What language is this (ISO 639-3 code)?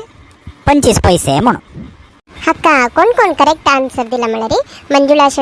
kok